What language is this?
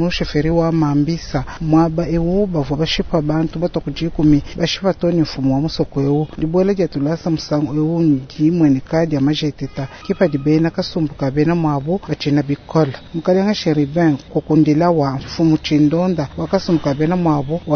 Luba-Lulua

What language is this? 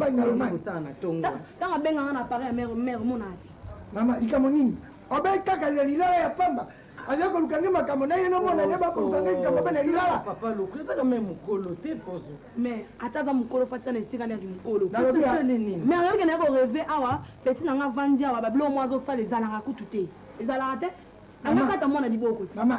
Lingala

